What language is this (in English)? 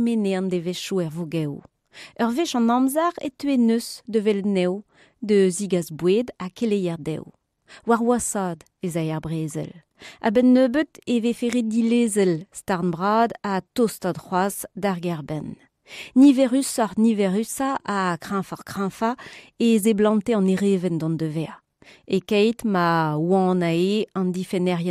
Breton